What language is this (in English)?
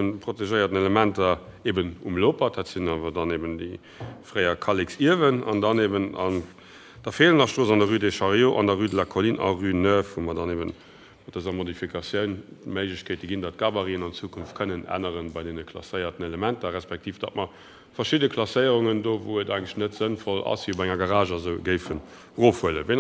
Luxembourgish